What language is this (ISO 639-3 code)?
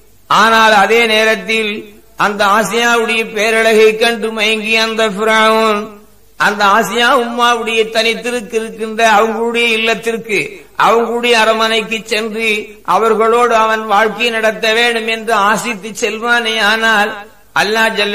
tam